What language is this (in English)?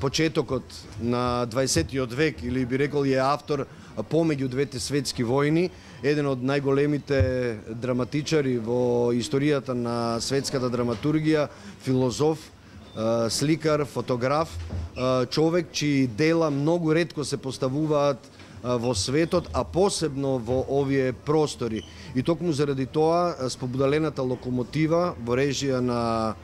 Macedonian